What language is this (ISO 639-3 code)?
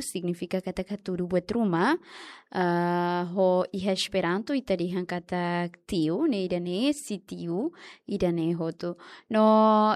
tet